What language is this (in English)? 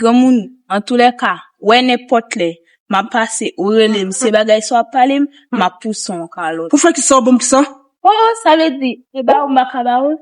Haitian Creole